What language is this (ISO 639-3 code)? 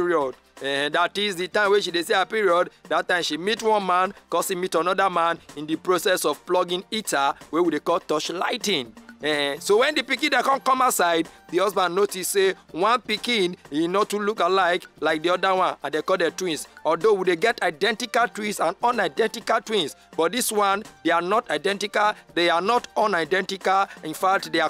pcm